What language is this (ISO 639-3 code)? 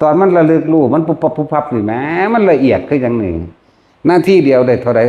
tts